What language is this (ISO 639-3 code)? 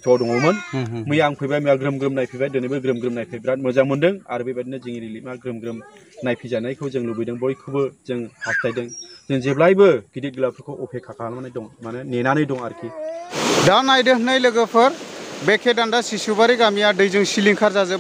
brx